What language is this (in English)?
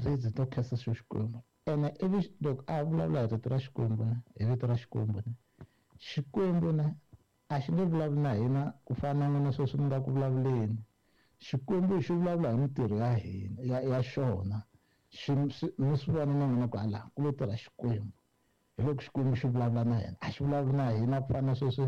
Tsonga